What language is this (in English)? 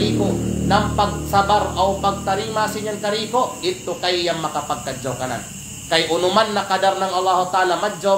Kalagan